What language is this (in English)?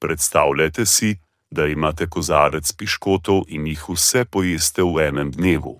Slovenian